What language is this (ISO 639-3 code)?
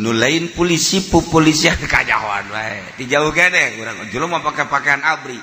sun